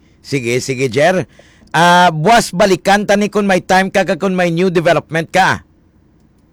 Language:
Hiligaynon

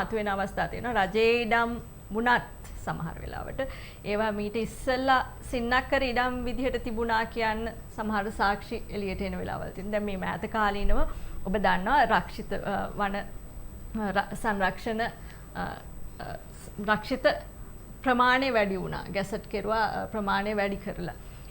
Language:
Sinhala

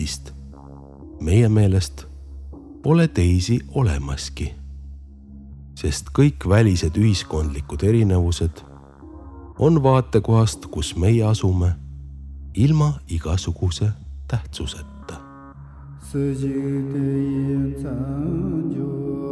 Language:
Estonian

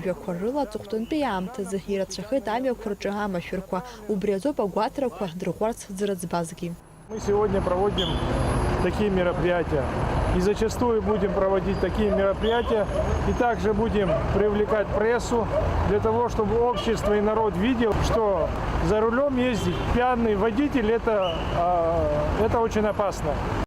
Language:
Abkhazian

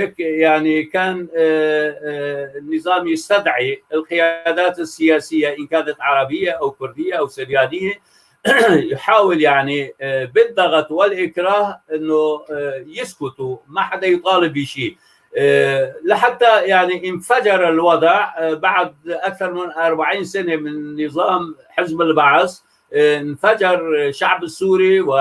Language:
North Levantine Arabic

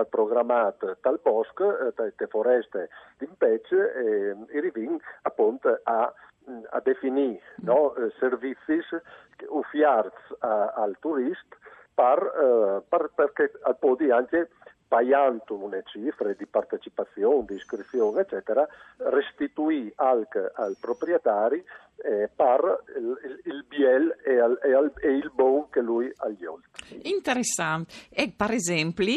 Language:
Friulian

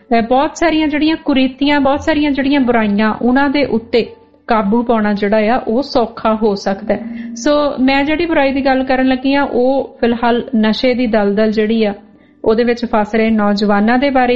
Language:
Punjabi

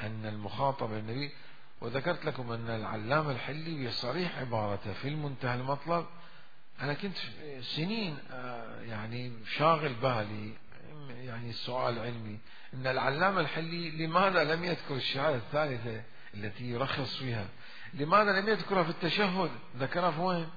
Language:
Mesopotamian Arabic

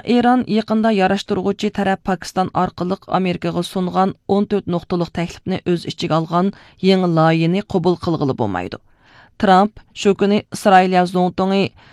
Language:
Uyghur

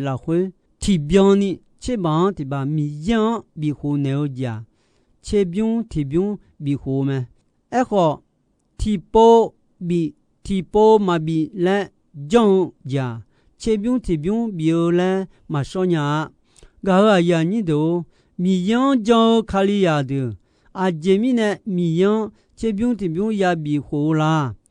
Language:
Akha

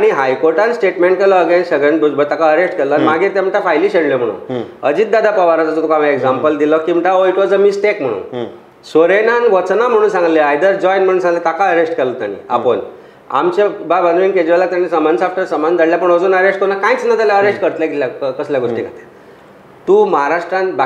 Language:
Konkani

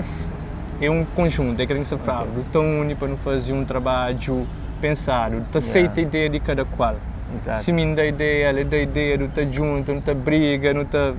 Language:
Kabuverdianu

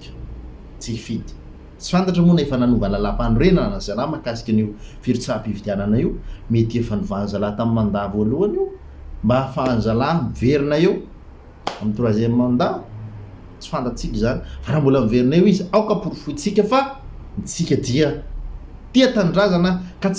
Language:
Malagasy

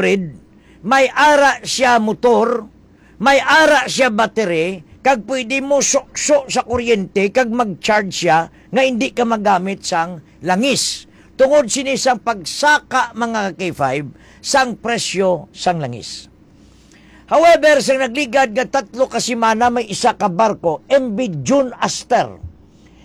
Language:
Hiligaynon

